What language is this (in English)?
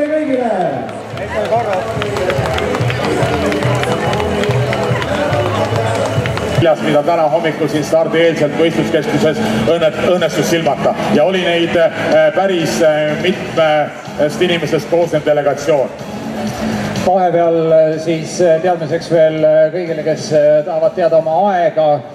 Estonian